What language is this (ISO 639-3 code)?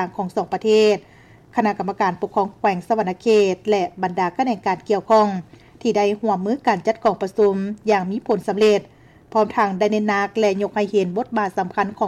lao